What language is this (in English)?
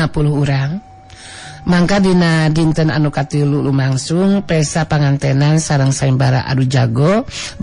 Sundanese